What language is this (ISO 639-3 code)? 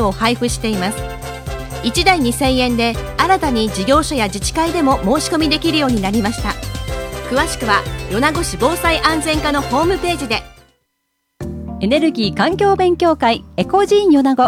jpn